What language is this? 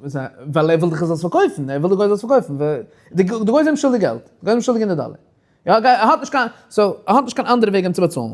Yiddish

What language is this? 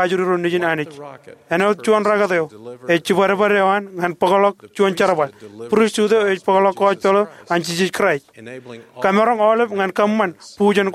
Marshallese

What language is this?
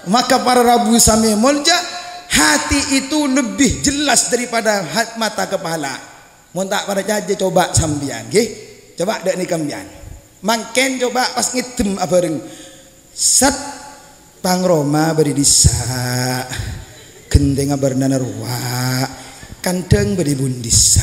Madurese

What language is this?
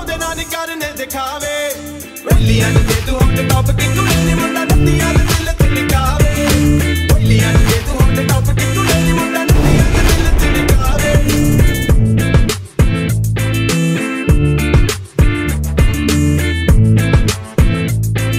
Punjabi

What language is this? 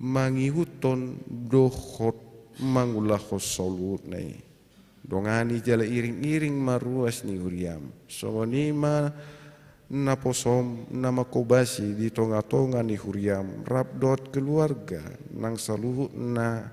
Batak Toba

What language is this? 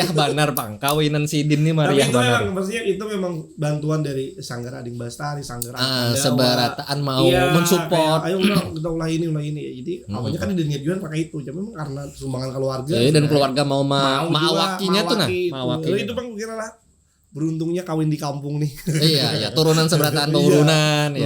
Banjar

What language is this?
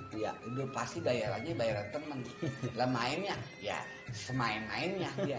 Betawi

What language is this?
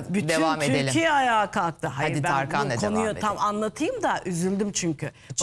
Turkish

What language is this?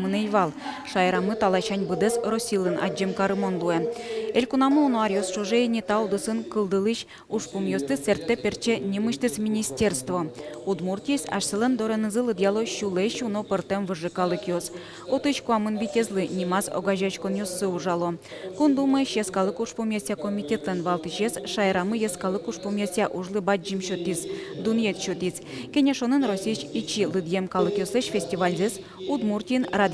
Udmurt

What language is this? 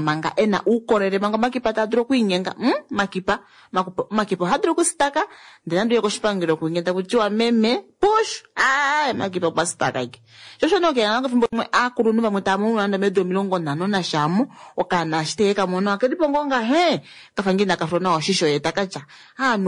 Kuanyama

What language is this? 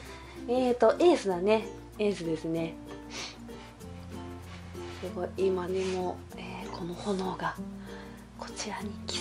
Japanese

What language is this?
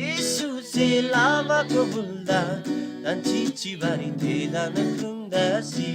Eastern Tamang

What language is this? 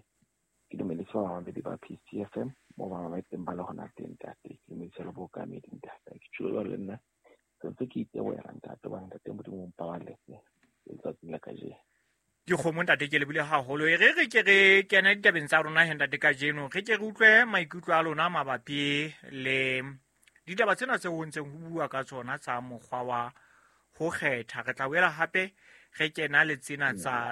Southern Sotho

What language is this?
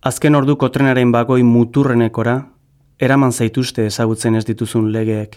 Basque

